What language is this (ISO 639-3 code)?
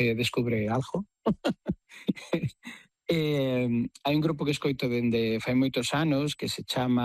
glg